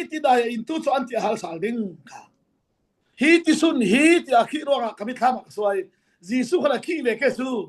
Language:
Falam Chin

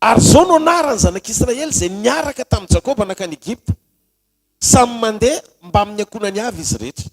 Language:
Malagasy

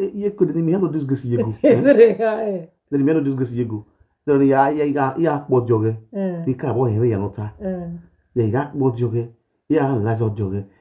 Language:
Nigerian Pidgin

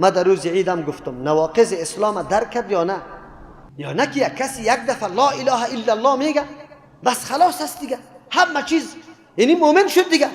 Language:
Persian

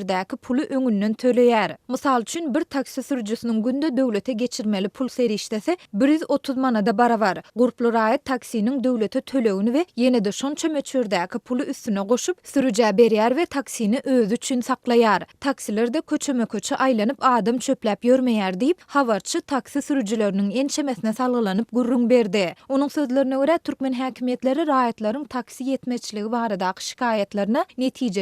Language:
Turkmen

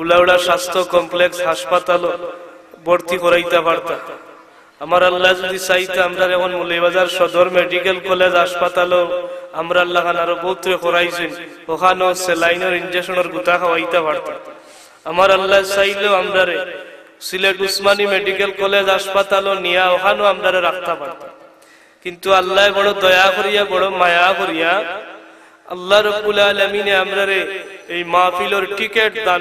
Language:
Sylheti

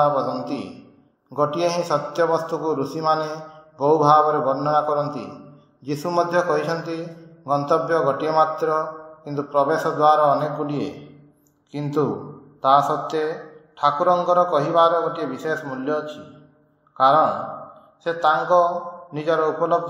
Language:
Odia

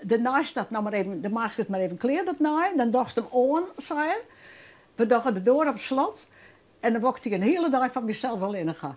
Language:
Western Frisian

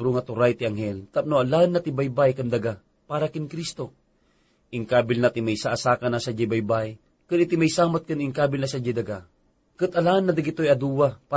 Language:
Iloko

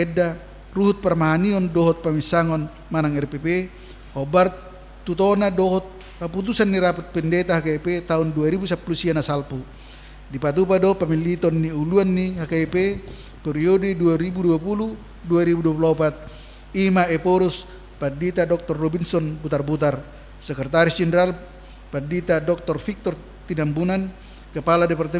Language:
Batak Toba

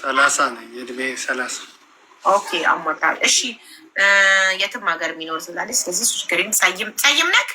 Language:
Amharic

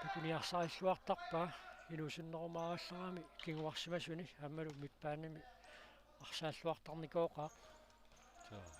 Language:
Kalaallisut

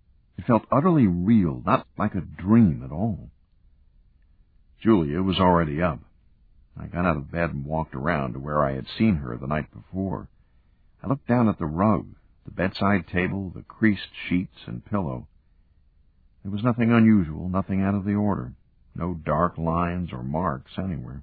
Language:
English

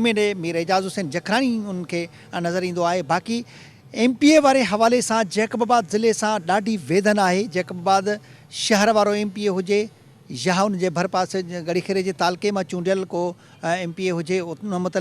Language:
Sindhi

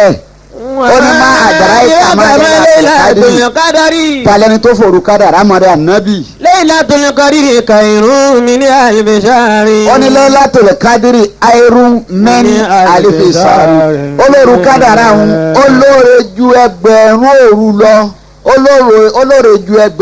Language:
Yoruba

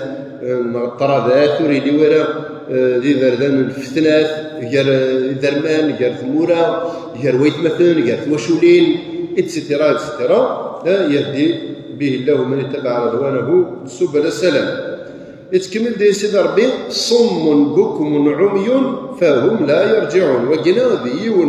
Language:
Kabyle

